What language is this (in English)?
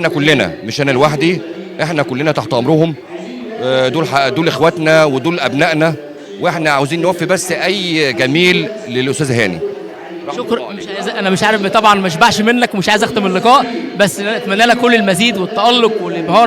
Egyptian Arabic